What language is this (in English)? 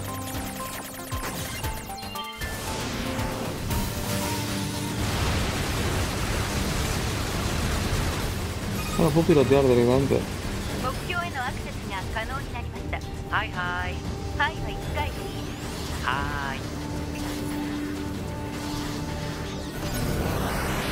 Japanese